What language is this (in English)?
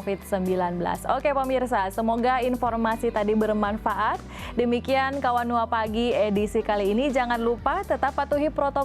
Manado Malay